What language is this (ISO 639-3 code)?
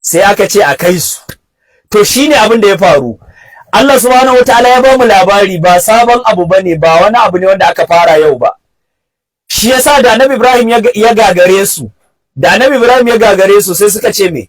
hau